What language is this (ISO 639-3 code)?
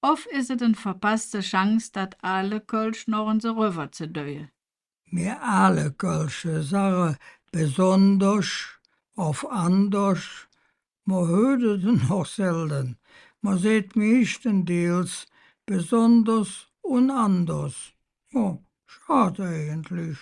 ksh